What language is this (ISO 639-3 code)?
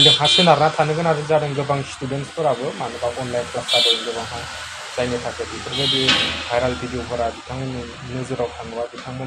brx